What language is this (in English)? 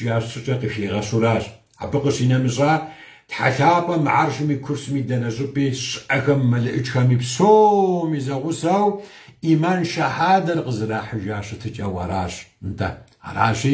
Kabardian